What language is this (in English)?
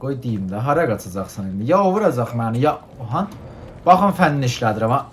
South Azerbaijani